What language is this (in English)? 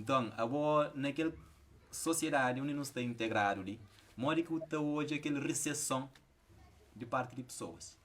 Kabuverdianu